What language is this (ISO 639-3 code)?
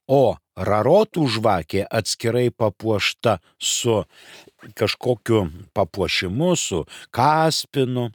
lit